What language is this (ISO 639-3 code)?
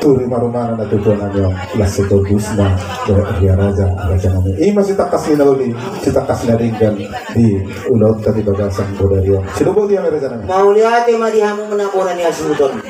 bbc